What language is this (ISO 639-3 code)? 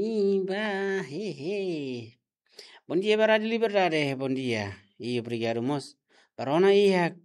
tet